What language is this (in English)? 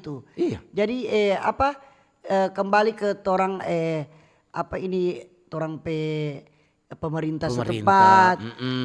Manado Malay